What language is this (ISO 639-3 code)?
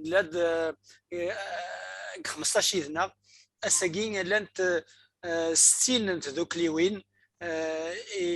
kab